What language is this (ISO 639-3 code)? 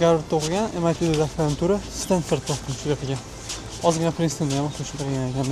uzb